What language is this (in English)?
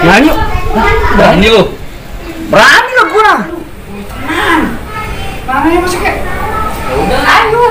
Betawi